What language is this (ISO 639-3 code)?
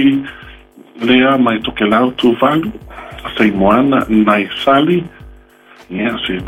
smo